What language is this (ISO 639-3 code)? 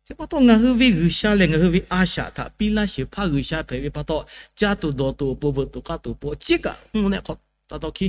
lhu